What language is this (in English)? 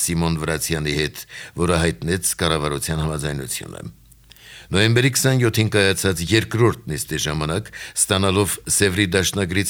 Armenian